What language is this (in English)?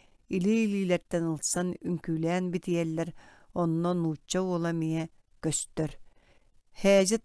Yakut